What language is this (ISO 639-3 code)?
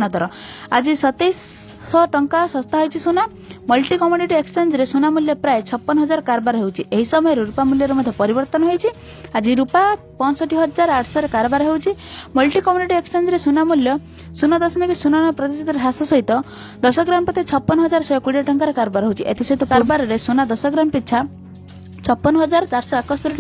ori